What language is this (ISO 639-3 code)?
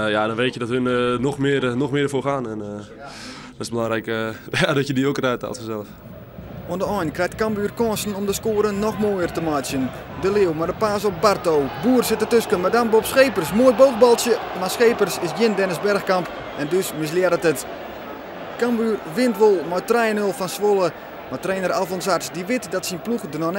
fry